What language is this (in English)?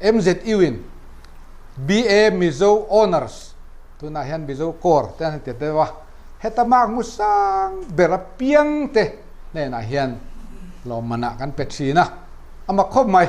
Mizo